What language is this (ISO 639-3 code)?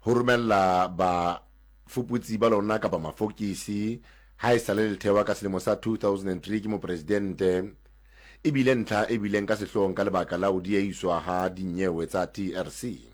sot